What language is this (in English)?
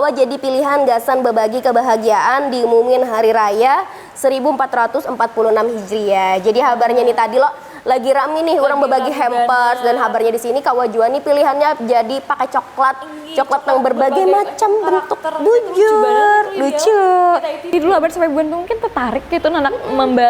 Banjar